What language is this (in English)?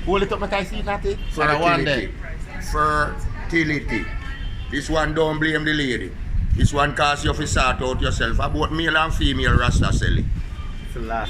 Jamaican Creole English